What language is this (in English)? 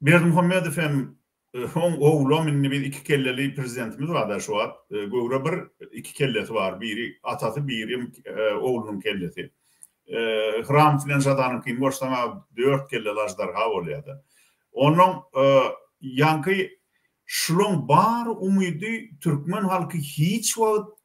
Turkmen